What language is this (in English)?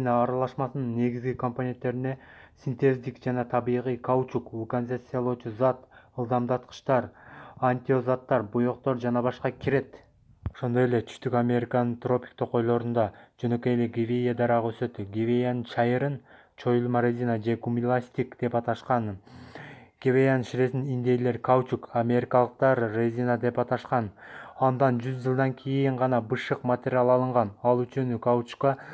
Kyrgyz